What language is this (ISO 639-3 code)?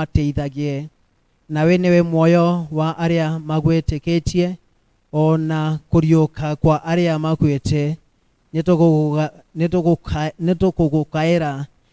kik